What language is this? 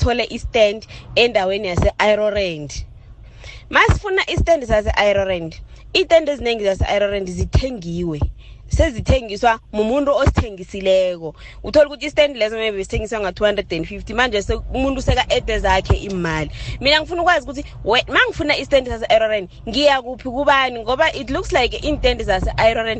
South Ndebele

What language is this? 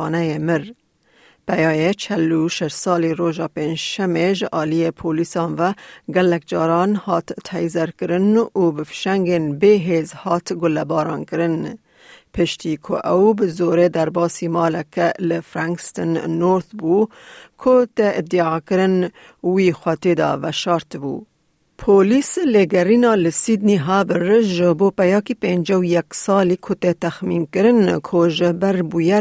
Kurdish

